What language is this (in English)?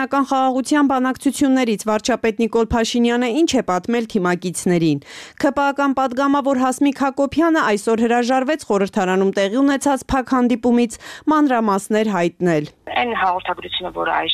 Armenian